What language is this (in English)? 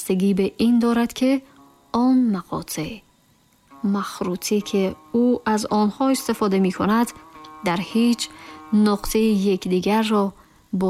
Tajik